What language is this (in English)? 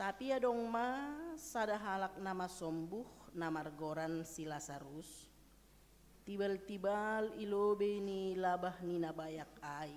Batak Simalungun